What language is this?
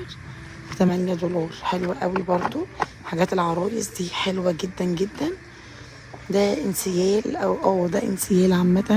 Egyptian Arabic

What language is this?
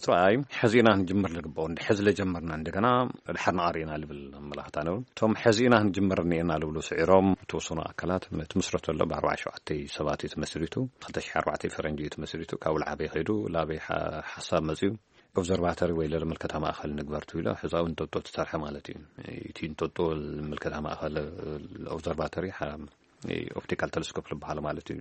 Tigrinya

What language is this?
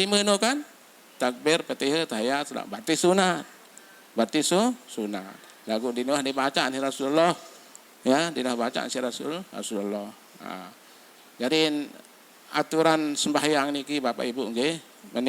Sasak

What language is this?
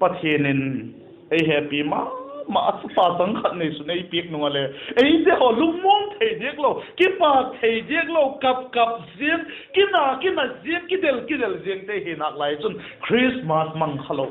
Vaiphei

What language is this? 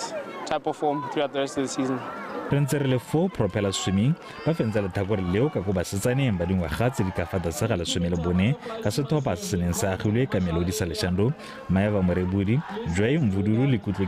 Tswana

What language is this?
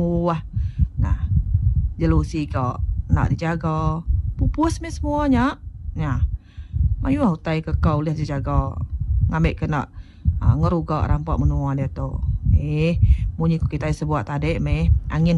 Iban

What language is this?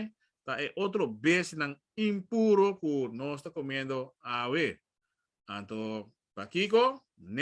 Papiamento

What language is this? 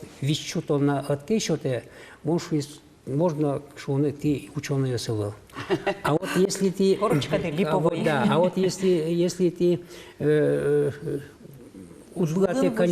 Udmurt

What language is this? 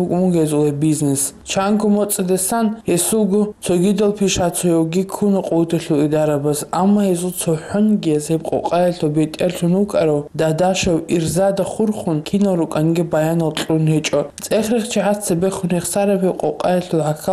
Avaric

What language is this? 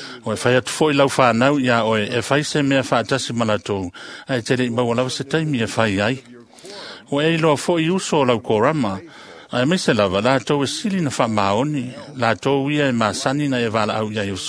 Samoan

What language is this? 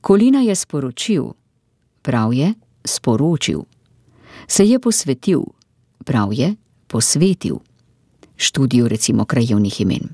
Slovenian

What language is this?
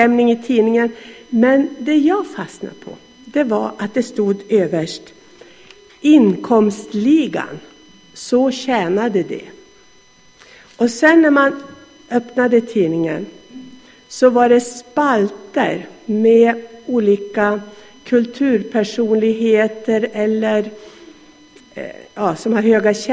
Swedish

